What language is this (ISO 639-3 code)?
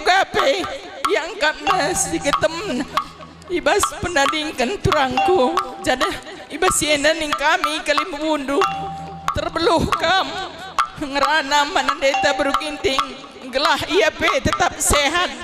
btx